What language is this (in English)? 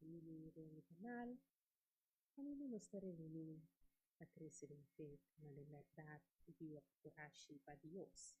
Papiamento